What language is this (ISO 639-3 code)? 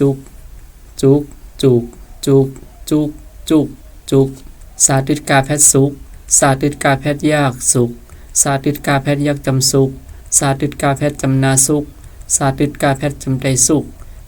shn